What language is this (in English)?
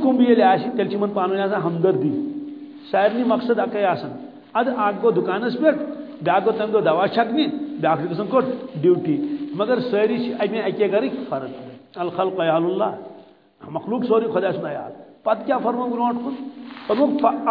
Kashmiri